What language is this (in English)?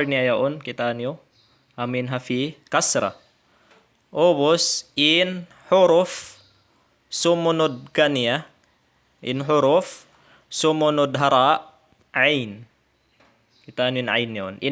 Tausug